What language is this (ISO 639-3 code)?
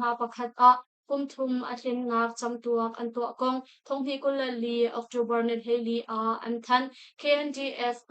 cnh